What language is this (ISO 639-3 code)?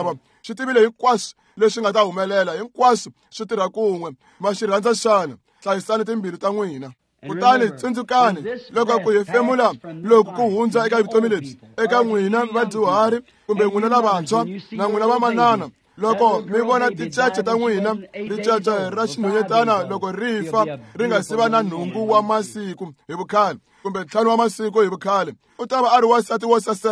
tso